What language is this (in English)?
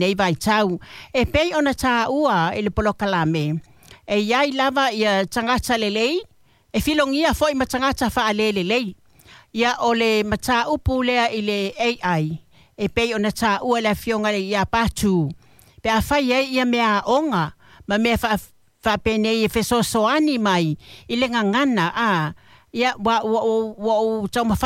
Samoan